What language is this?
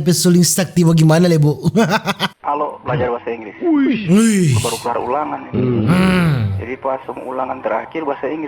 Manado Malay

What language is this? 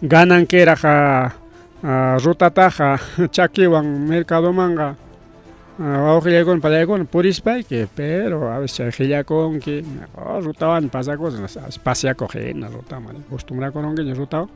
Ayacucho Quechua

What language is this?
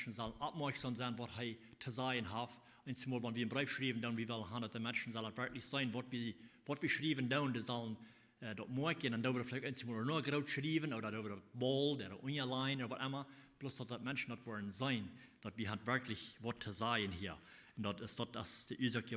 Plautdietsch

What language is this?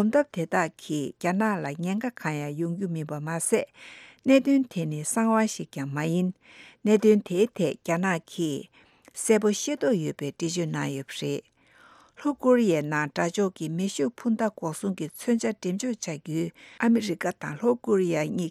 Tibetan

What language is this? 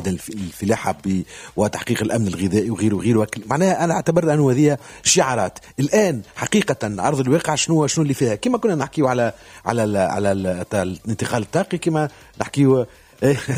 Tunisian Arabic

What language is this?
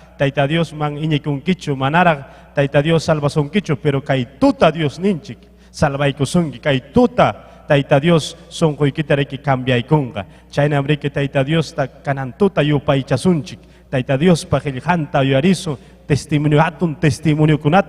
Ayacucho Quechua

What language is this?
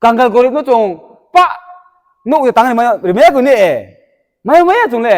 Riang (India)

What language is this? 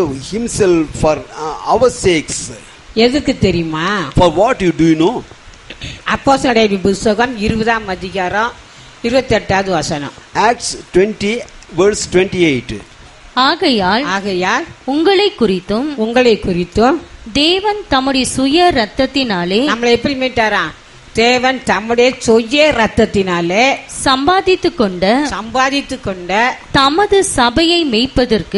Tamil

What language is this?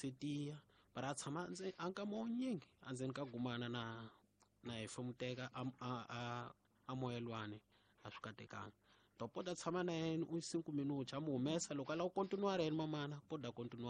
Tsonga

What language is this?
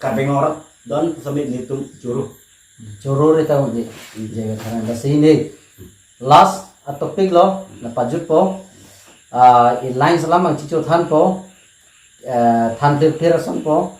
Karbi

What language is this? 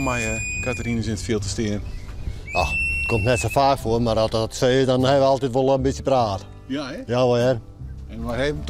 Western Frisian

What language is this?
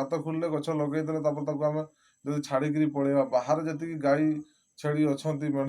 Odia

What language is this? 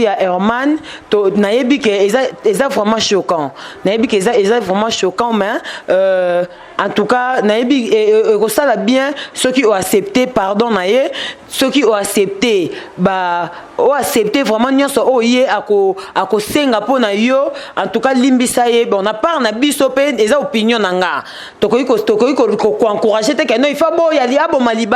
Lingala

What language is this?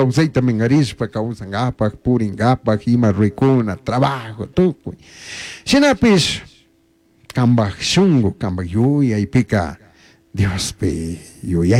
Chimborazo Highland Quichua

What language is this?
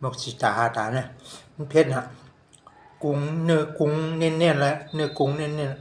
Shan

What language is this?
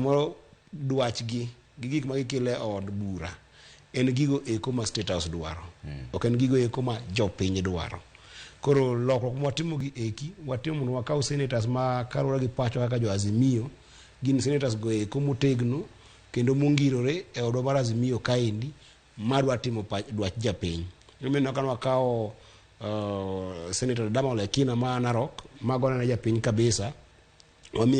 Luo (Kenya and Tanzania)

